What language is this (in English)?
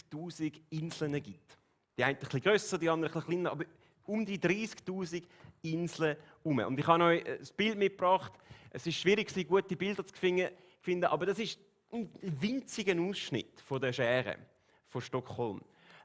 Swiss German